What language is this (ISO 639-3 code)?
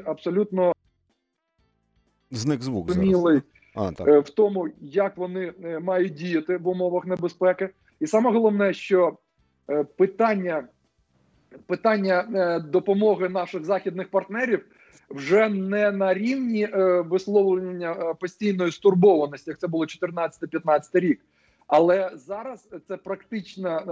ukr